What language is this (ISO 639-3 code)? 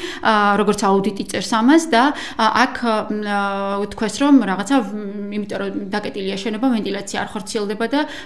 kat